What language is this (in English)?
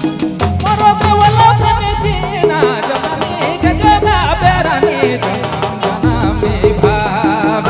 Sadri